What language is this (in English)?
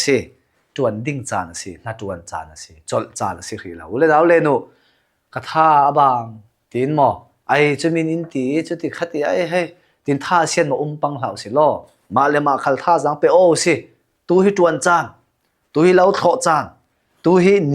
Falam Chin